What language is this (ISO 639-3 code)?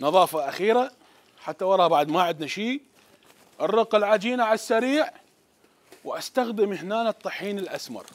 acm